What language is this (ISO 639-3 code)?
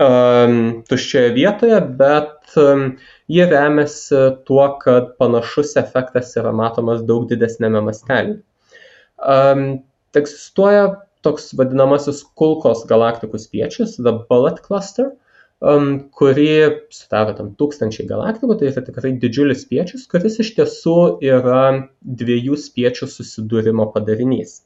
lit